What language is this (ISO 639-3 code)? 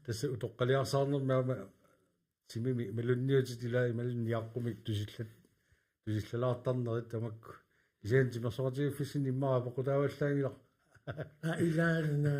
kal